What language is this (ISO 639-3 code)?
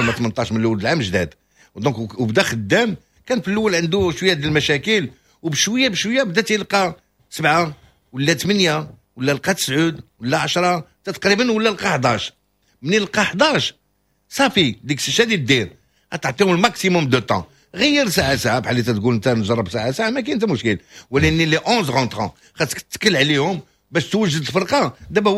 ary